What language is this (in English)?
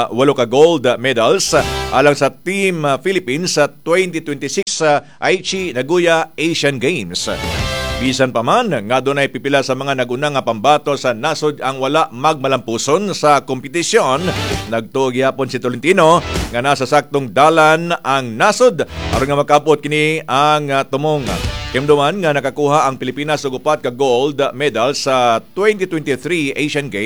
Cebuano